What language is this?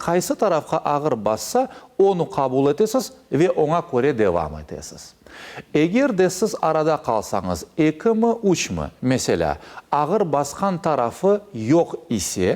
Crimean Tatar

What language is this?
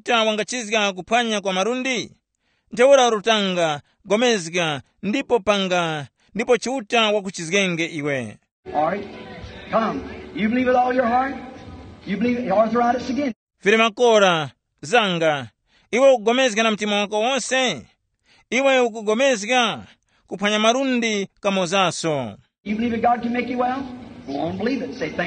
Tumbuka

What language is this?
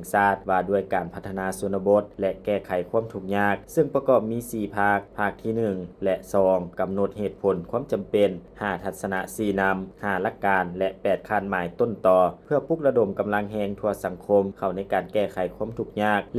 Lao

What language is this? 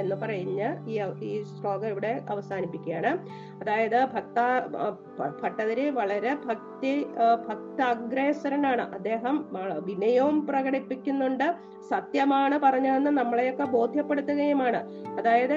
Malayalam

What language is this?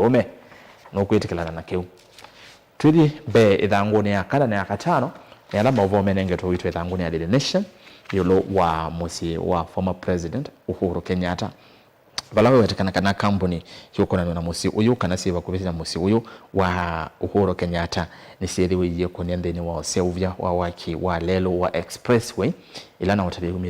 Kamba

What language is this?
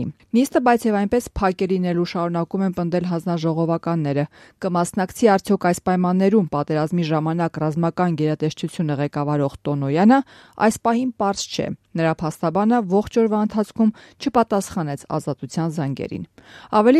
Armenian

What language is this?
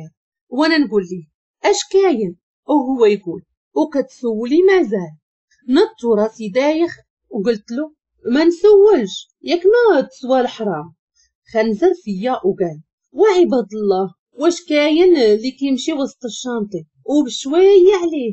Moroccan Arabic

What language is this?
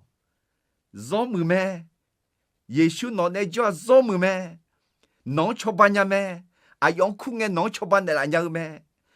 Akha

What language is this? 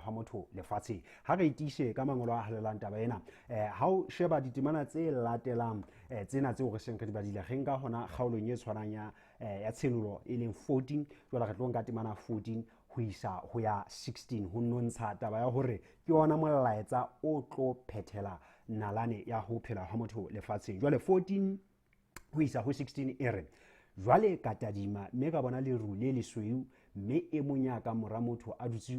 Southern Sotho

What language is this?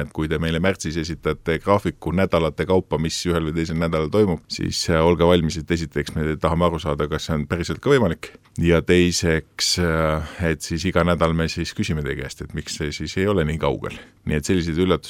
Estonian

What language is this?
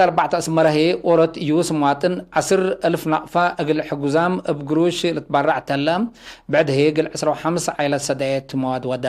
Tigre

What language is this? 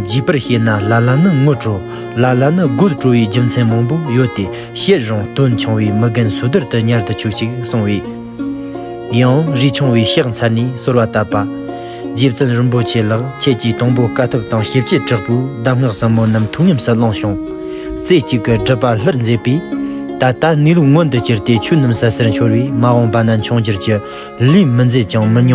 Tibetan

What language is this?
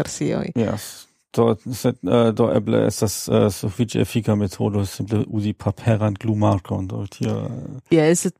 Esperanto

